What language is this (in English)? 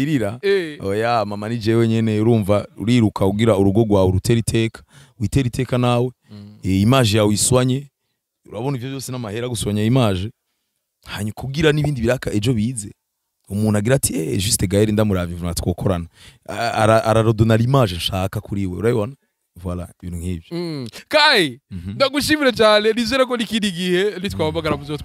Rundi